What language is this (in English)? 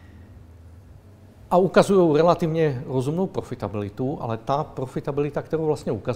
Czech